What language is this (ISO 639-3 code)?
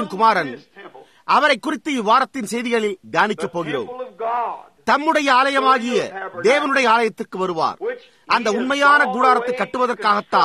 tam